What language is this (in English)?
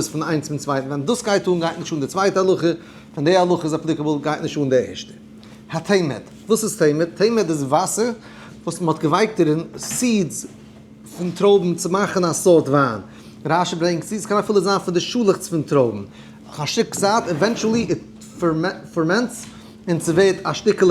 Yiddish